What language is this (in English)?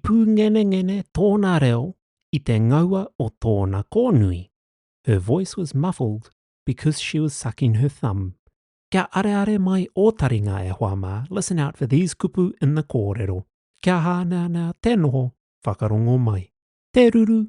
Māori